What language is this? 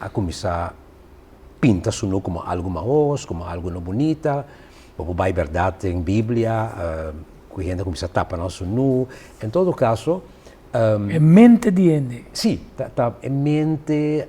Papiamento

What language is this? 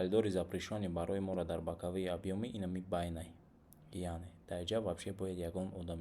Tajik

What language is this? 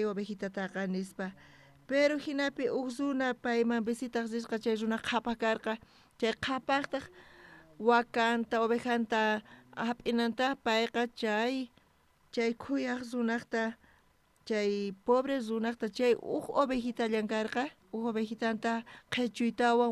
South Bolivian Quechua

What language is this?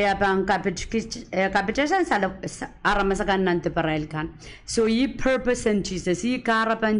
Pohnpeian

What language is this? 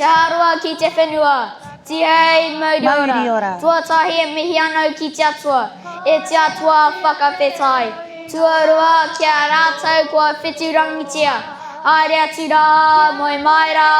Māori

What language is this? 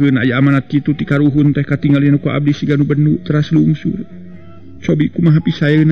Sundanese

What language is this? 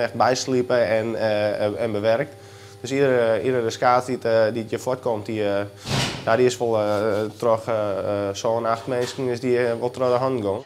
Western Frisian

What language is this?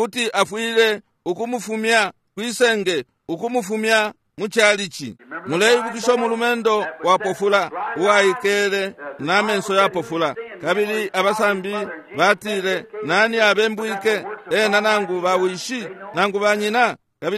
Bemba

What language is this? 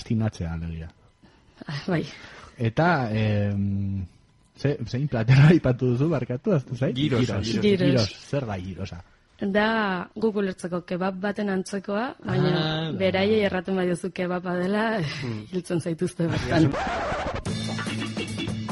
Basque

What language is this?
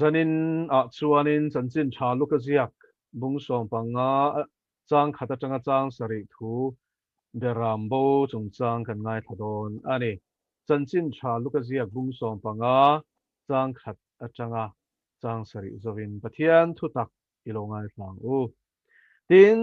Mizo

